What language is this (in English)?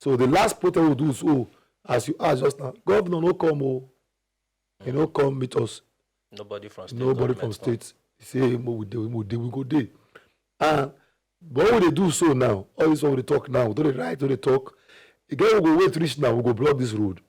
Nigerian Pidgin